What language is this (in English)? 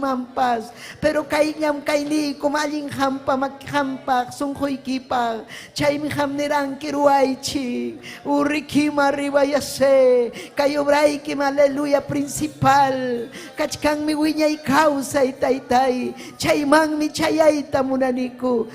Ayacucho Quechua